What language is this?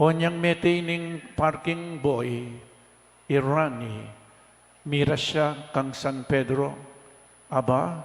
Pampanga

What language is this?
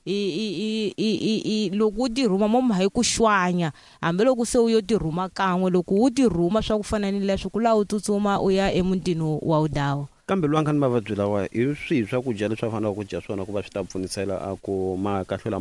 Tsonga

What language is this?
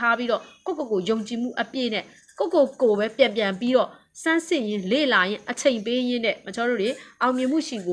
Burmese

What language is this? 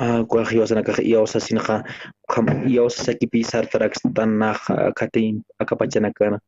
Aymara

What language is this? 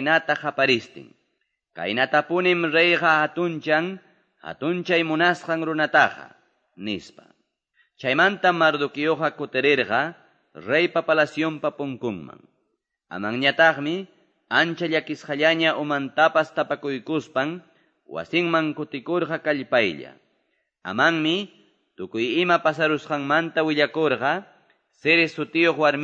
Quechua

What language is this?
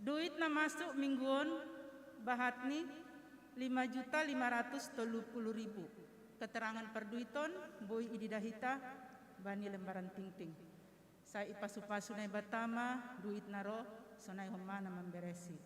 Batak Simalungun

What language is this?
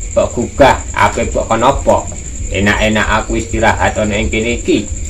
Javanese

